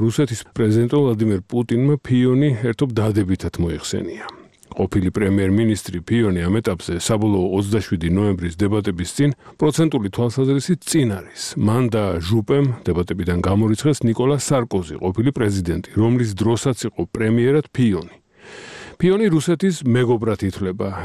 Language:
Georgian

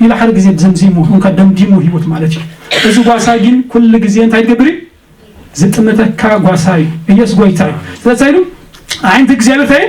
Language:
Tigrinya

